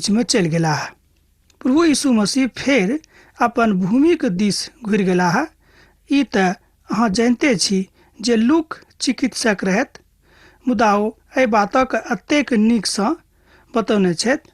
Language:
Maithili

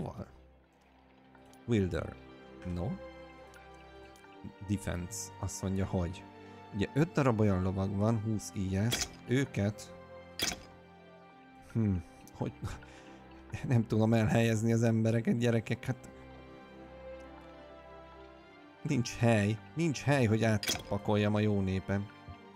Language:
Hungarian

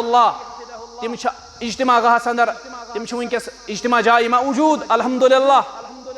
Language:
Kashmiri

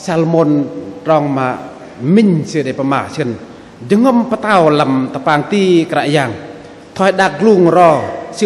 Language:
Bahnar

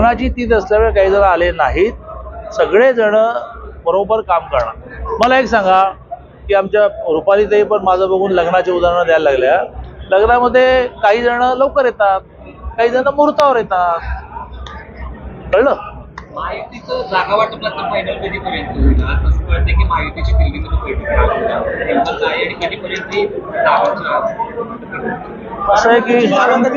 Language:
Marathi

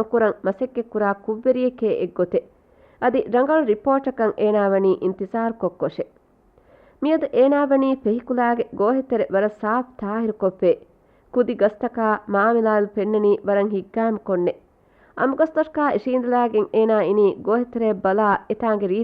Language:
Divehi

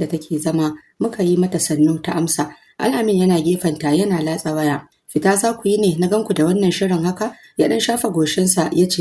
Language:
Hausa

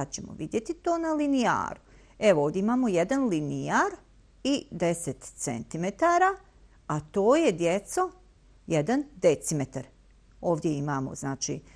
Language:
Bosnian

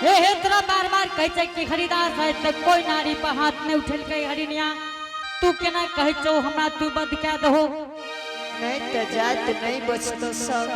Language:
Angika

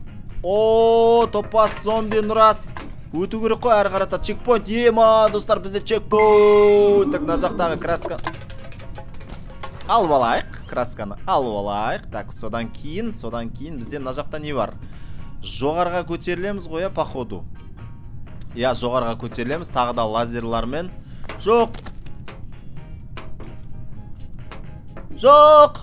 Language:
Kazakh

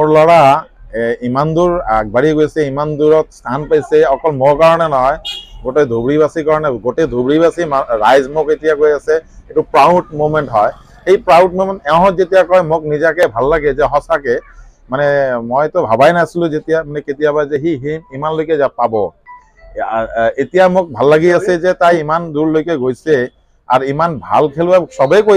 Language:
Assamese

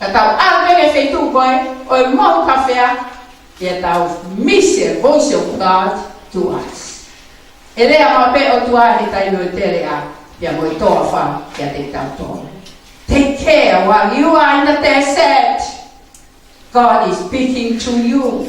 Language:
Tongan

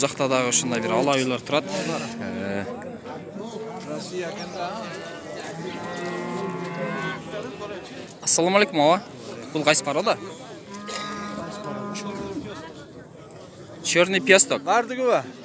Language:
Kyrgyz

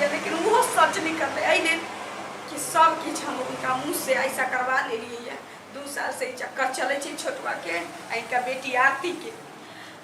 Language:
Maithili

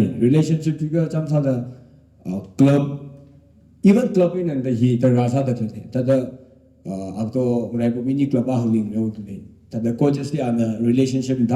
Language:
Tangkhul Naga (India)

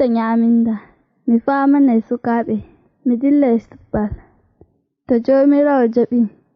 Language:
Nigerian Fulfulde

